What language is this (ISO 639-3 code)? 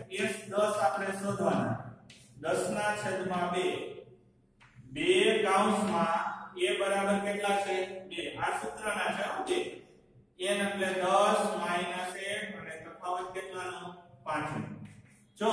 guj